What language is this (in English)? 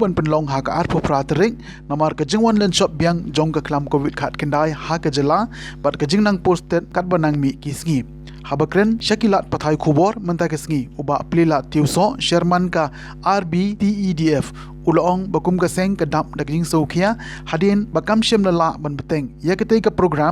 Khasi